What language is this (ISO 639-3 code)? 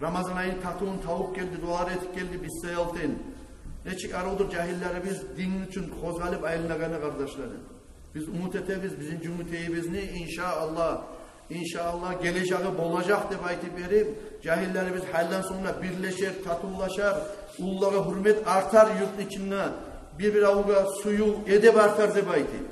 kum